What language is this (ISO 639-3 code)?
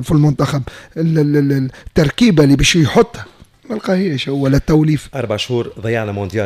aeb